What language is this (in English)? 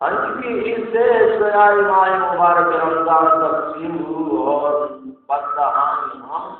Baluchi